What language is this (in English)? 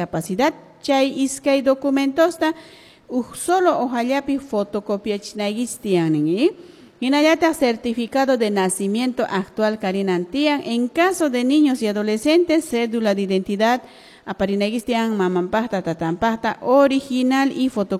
Quechua